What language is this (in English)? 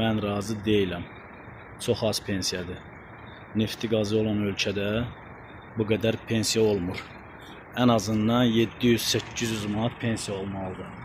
Azerbaijani